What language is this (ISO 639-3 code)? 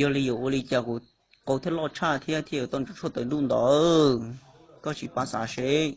hmn